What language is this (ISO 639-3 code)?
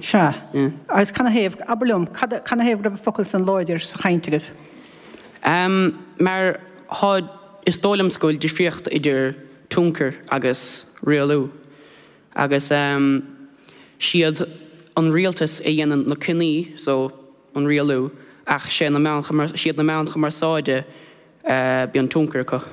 gle